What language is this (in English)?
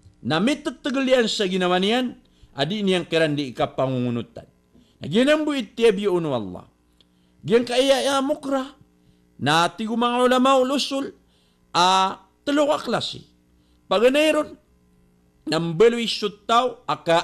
Maranao